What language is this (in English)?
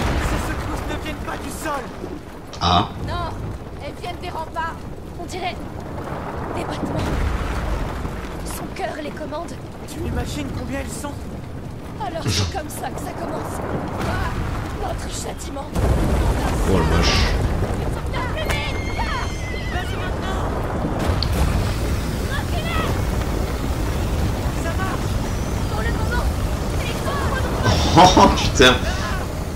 French